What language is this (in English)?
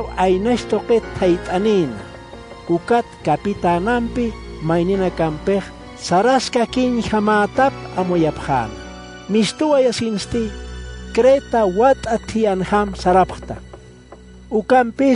Aymara